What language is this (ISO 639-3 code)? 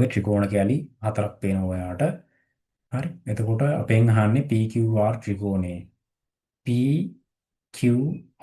sin